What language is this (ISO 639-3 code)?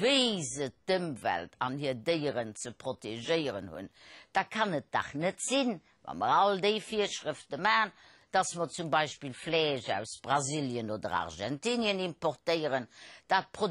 ltz